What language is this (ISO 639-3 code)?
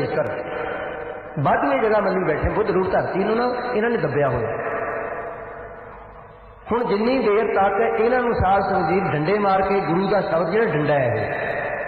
pan